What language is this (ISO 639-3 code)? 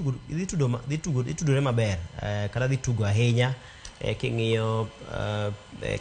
luo